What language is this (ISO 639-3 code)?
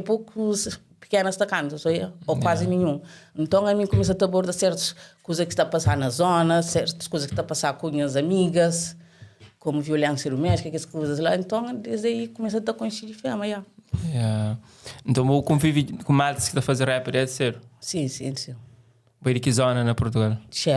kea